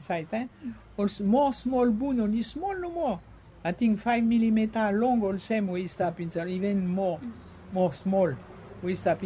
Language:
Bislama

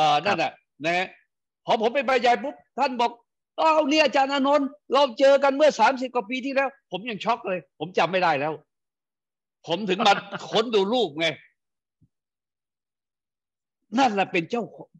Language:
Thai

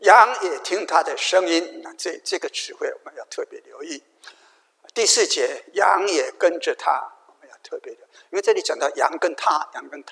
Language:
Chinese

